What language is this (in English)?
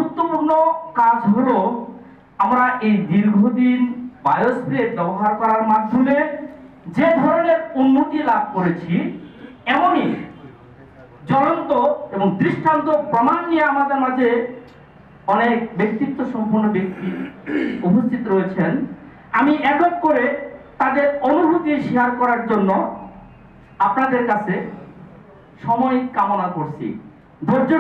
Bangla